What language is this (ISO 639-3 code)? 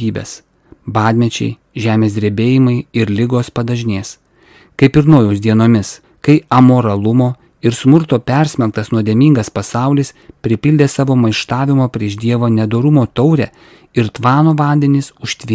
lit